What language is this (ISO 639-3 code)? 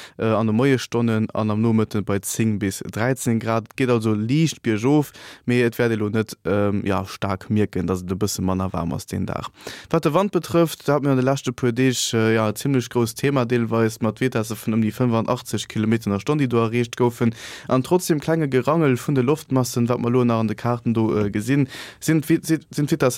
ltz